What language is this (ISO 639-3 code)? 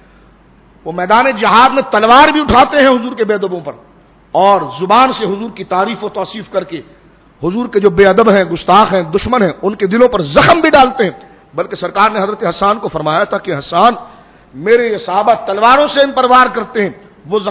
urd